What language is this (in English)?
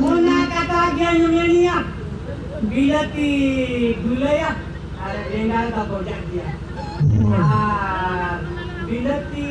Santali